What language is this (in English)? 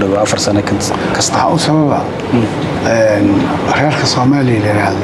Somali